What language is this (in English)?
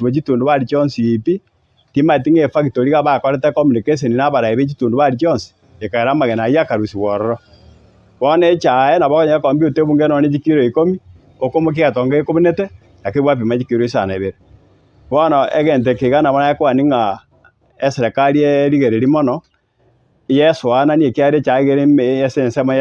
Gusii